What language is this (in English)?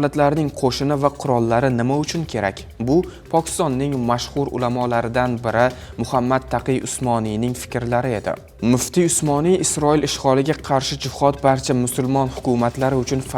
Uzbek